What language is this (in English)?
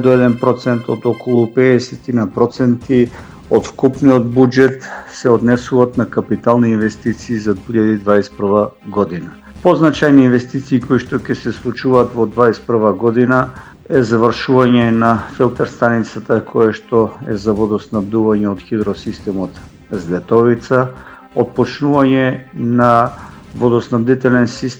Macedonian